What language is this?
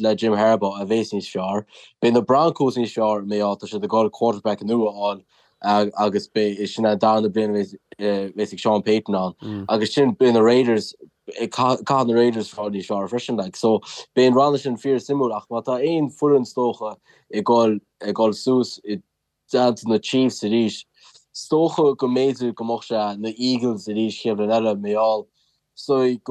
Irish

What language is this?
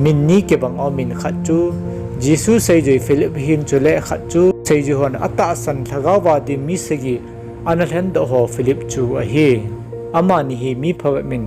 Thado Chin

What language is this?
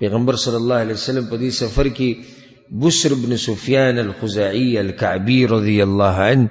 Pashto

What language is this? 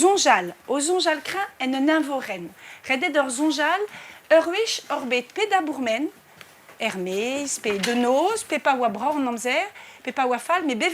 Breton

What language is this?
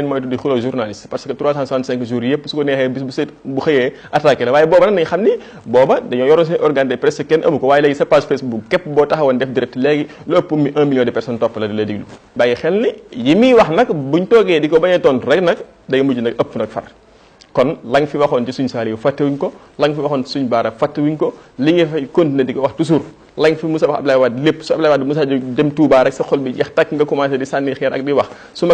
Wolof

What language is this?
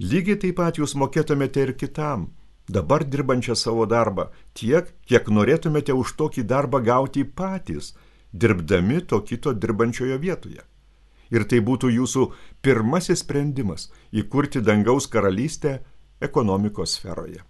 Lithuanian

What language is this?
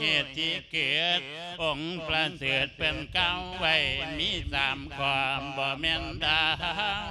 Lao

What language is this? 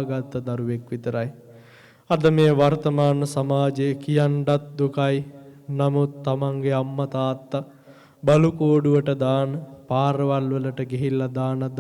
Sinhala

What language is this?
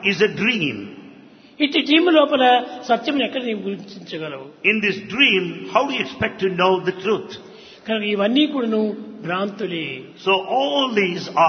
Telugu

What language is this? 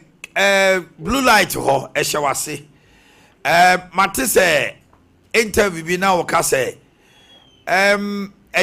Akan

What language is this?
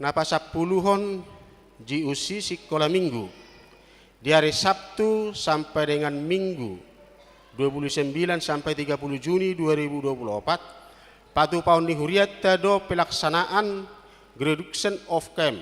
Batak Toba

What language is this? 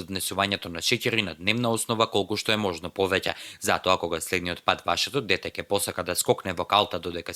Macedonian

